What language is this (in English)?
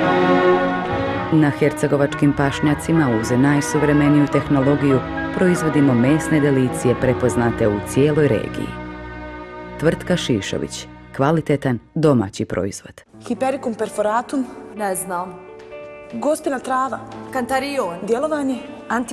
Bosnian